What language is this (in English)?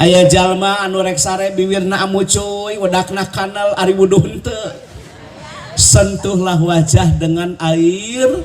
Sundanese